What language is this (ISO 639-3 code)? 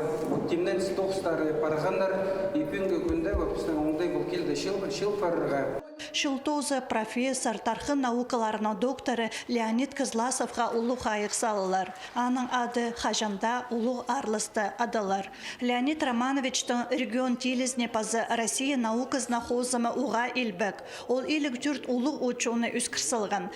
kjh